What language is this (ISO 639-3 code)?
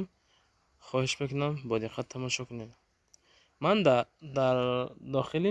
tgk